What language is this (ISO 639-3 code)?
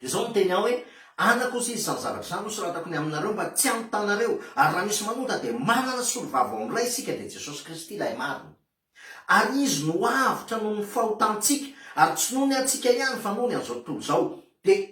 mlg